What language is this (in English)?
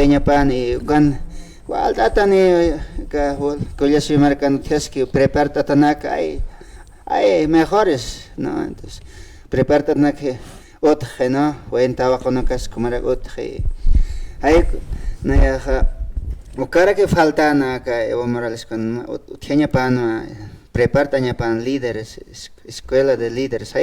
Aymara